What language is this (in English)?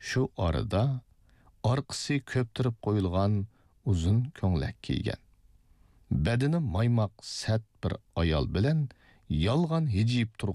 Uyghur